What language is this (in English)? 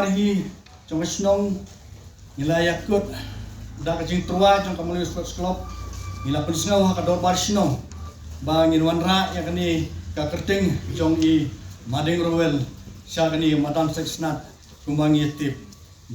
Khasi